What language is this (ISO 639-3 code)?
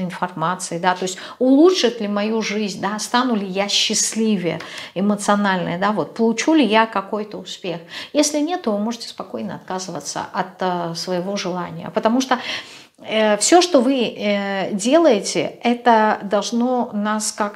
rus